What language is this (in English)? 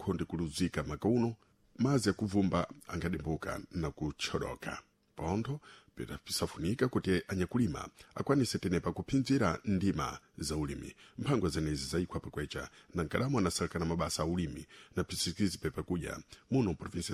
Sena